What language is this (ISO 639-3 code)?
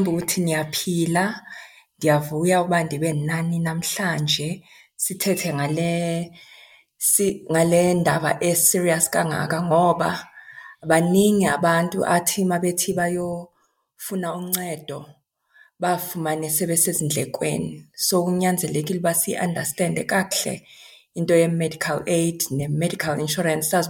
xho